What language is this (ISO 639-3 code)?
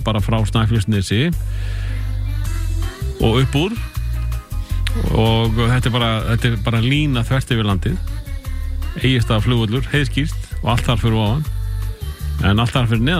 isl